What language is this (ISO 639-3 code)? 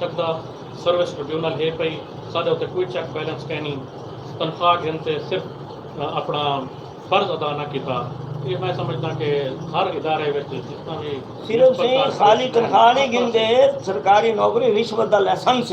skr